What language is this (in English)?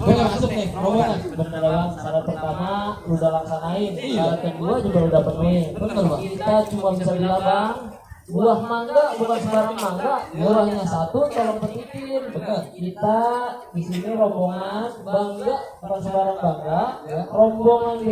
Betawi